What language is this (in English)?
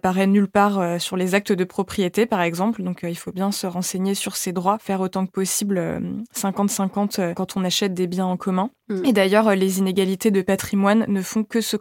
French